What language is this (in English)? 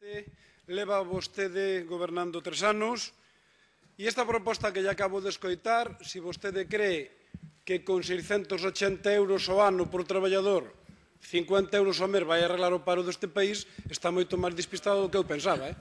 Galician